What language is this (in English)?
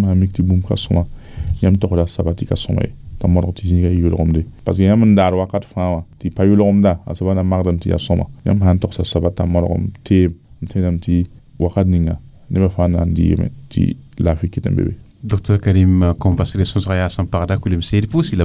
Mossi